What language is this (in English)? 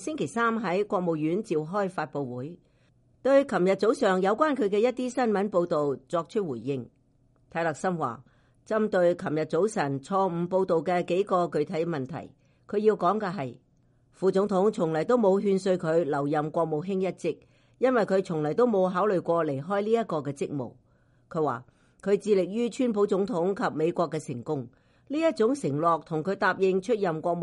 Cantonese